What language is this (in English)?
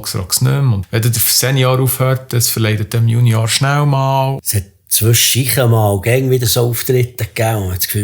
Swiss German